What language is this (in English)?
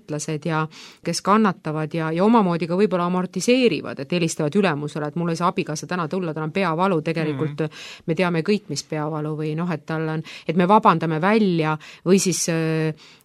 Estonian